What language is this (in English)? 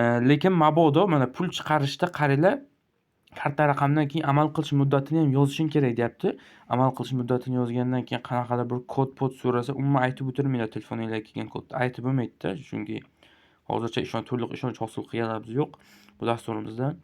Uzbek